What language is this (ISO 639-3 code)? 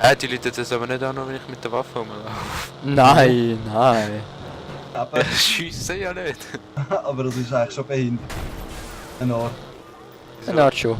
gsw